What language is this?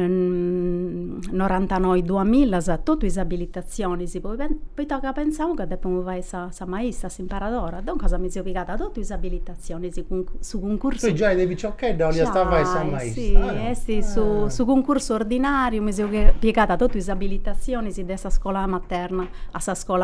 Sardinian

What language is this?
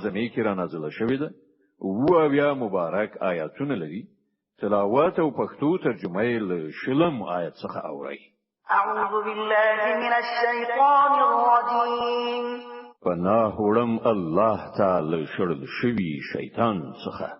Pashto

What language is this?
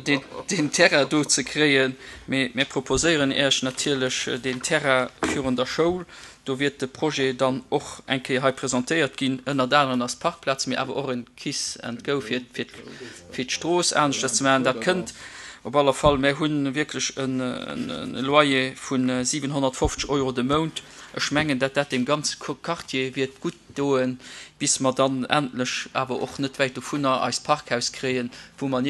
Luxembourgish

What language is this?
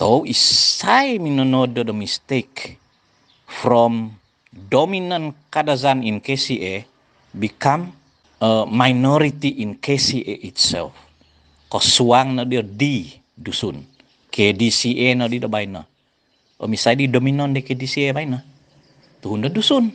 Central Dusun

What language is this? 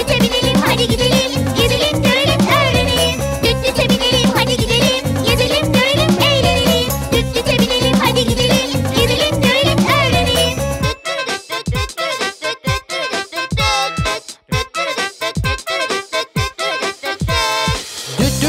Turkish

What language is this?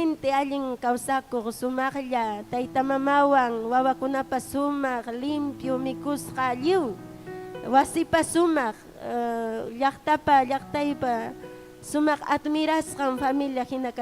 Ayacucho Quechua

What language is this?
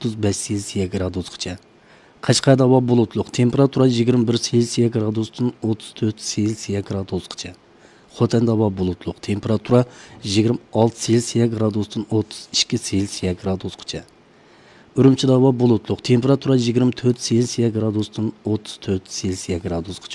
Uyghur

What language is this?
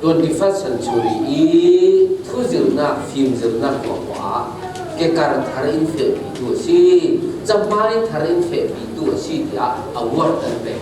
Falam Chin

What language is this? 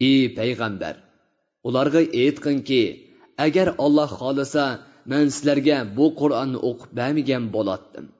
Uyghur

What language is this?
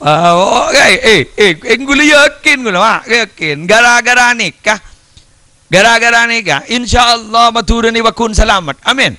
Madurese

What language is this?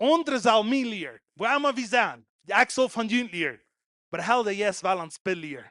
Plautdietsch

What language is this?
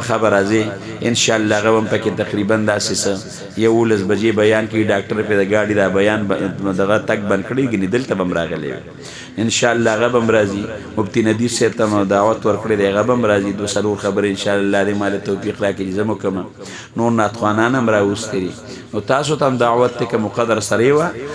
Pashto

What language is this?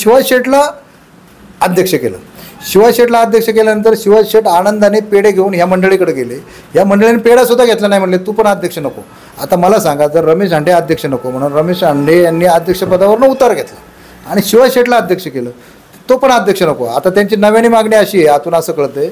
Marathi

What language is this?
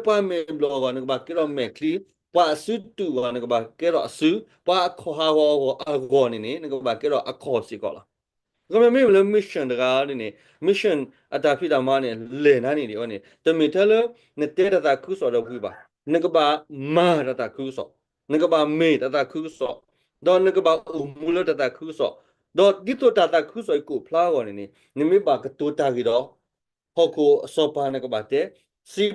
S'gaw Karen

